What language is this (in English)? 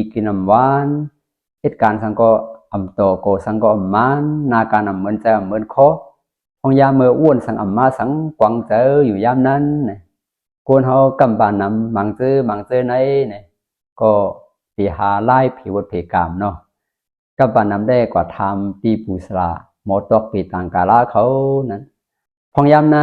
Shan